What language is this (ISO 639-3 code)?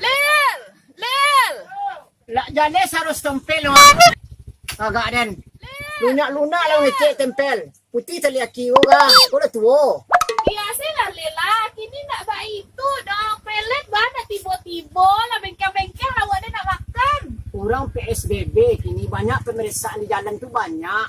min